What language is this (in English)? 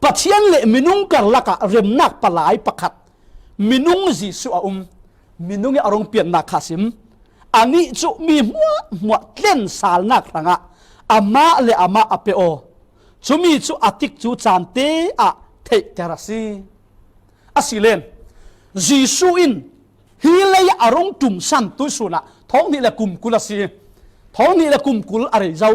Falam Chin